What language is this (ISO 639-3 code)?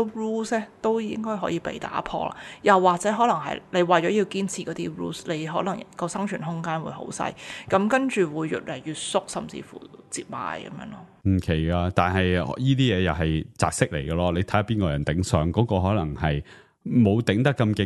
yue